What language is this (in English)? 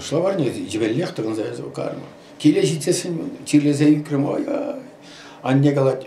Chuvash